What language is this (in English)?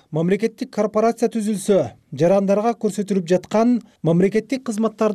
Kyrgyz